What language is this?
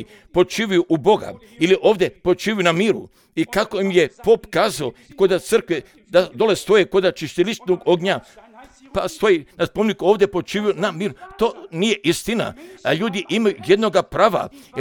Croatian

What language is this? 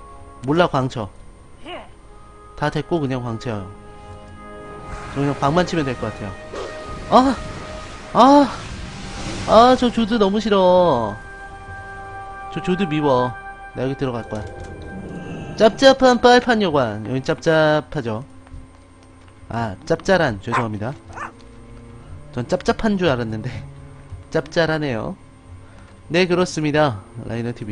Korean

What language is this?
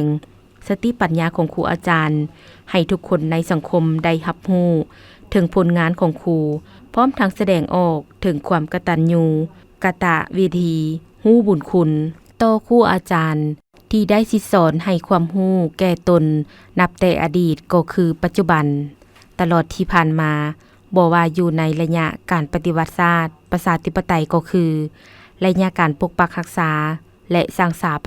Lao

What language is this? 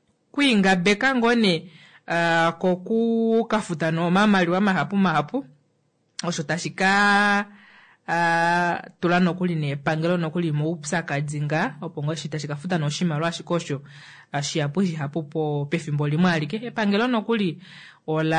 Kuanyama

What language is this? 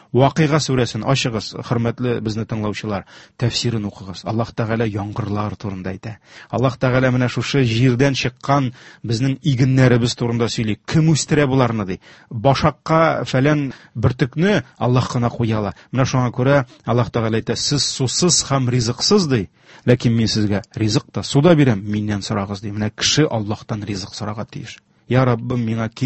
Tatar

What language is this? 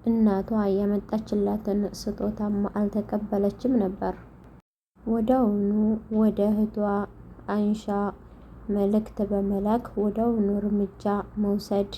Amharic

